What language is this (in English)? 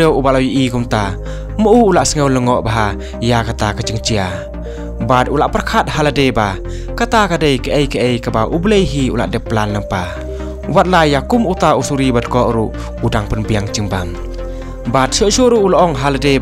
Khasi